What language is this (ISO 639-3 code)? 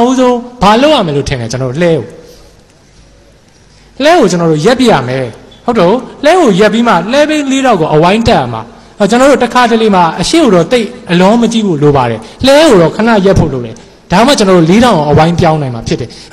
mya